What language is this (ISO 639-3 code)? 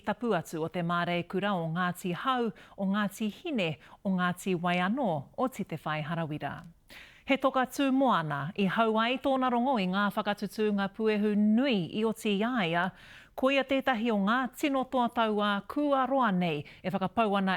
mri